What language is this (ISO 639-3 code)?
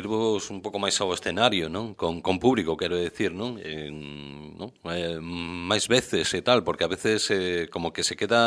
glg